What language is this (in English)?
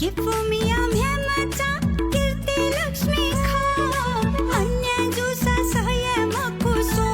Newari